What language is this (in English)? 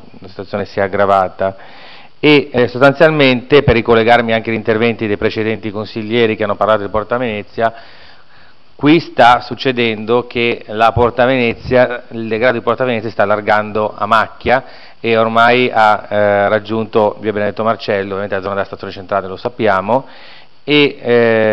Italian